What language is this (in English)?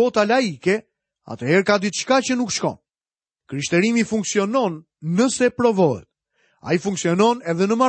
Albanian